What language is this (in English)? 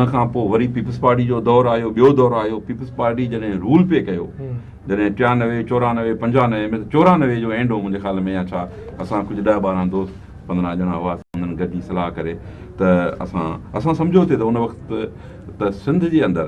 Sindhi